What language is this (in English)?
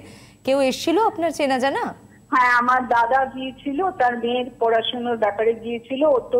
Bangla